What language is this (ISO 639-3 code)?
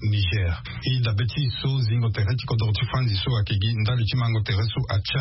sag